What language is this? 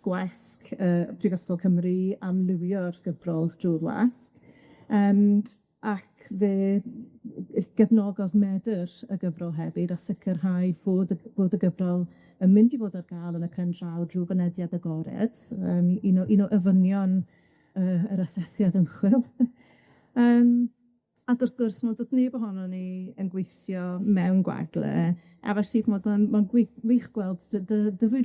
Welsh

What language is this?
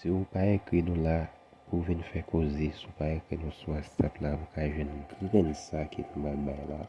Haitian Creole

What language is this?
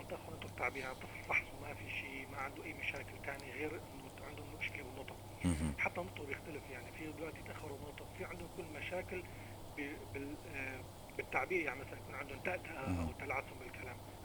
North Levantine Arabic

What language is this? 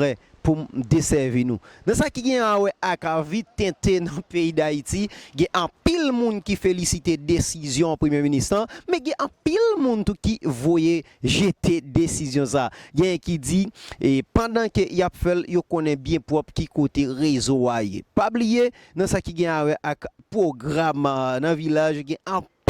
Haitian Creole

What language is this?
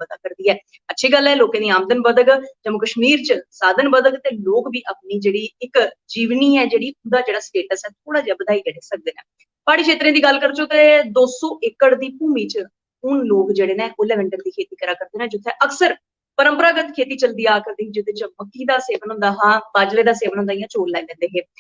Dogri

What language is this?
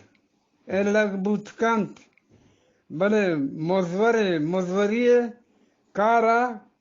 Eastern Balochi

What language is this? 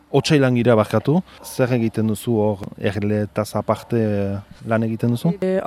Basque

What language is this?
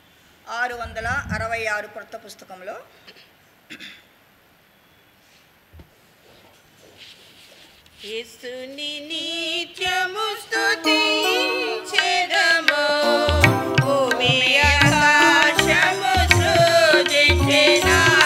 Telugu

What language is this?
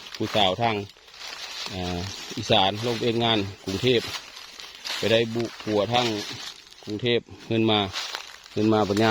Northeastern Thai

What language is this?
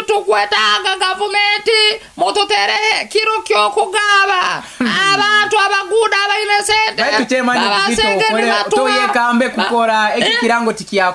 Nyoro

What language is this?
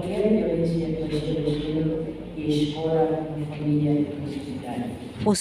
Tetum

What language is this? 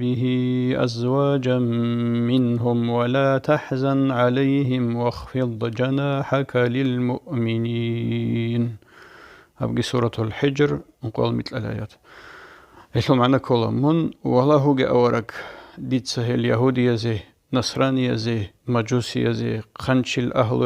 Avaric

